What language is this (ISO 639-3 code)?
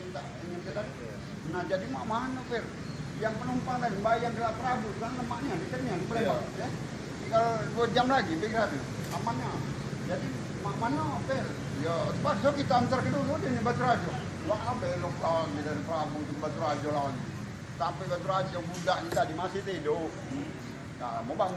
mui